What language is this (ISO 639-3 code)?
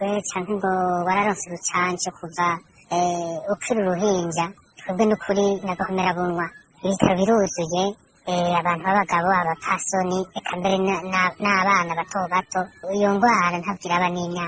run